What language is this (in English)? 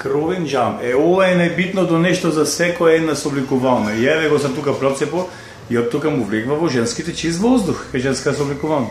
Macedonian